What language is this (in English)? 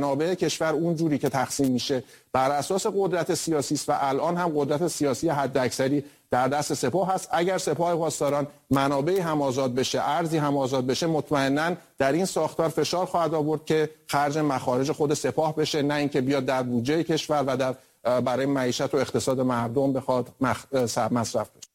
Persian